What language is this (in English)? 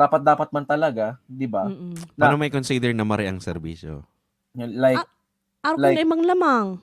Bikol